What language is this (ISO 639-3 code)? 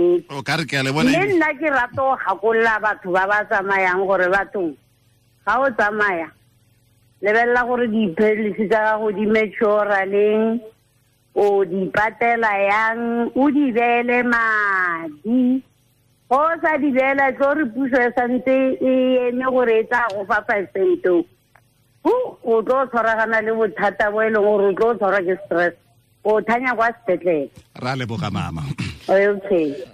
tsn